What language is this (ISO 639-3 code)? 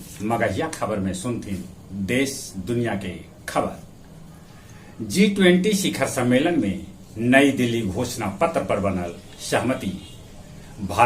mag